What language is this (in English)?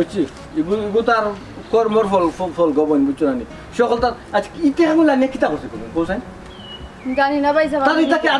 Sylheti